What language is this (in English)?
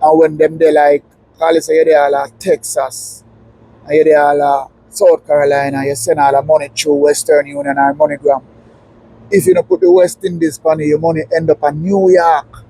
Jamaican Creole English